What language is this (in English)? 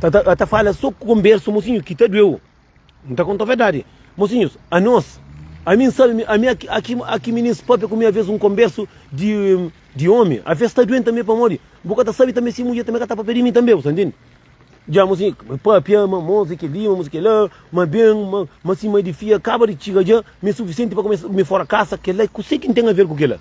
Kabuverdianu